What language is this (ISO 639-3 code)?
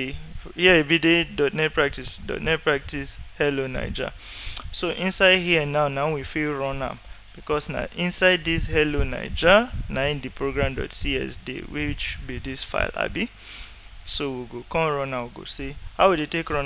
pcm